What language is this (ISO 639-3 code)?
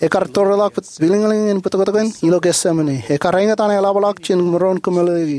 mah